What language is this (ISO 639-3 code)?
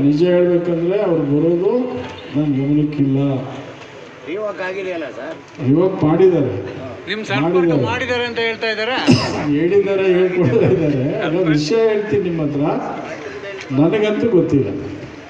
kan